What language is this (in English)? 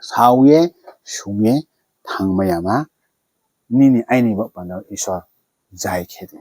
Riang (India)